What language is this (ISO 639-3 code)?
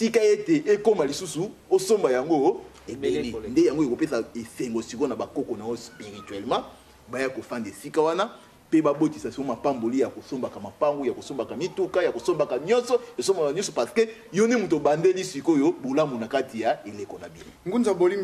lin